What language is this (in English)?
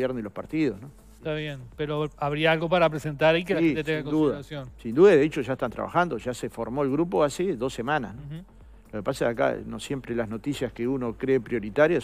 Spanish